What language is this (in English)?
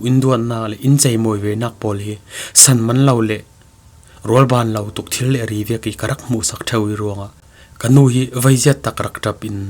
Falam Chin